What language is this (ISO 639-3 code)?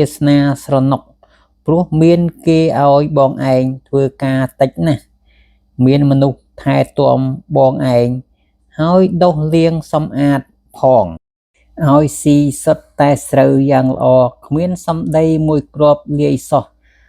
khm